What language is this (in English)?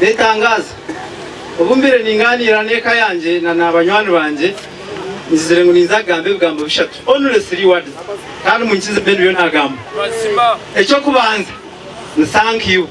Nyankole